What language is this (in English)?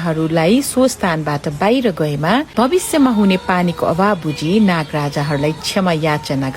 Nepali